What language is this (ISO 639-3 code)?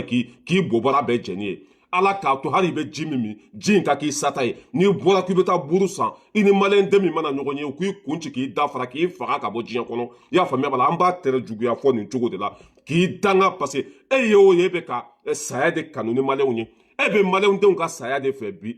bam